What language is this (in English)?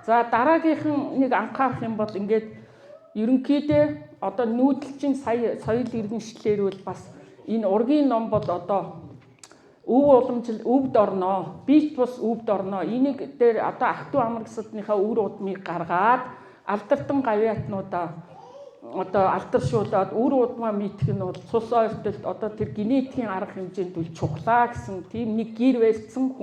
Mongolian